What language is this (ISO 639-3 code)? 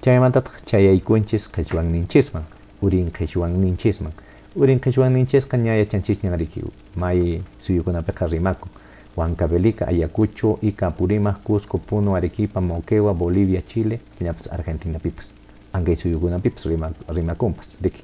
que